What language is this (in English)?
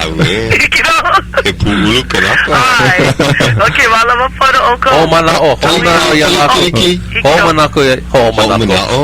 Hawaiian